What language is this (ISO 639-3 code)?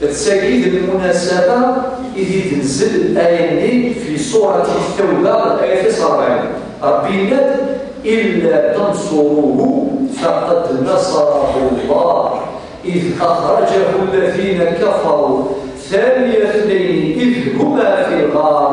kab